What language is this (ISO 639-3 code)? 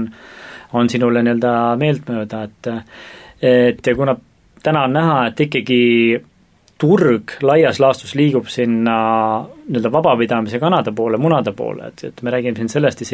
est